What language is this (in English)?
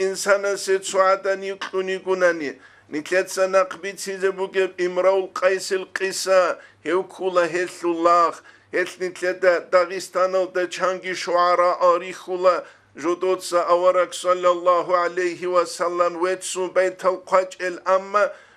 Avaric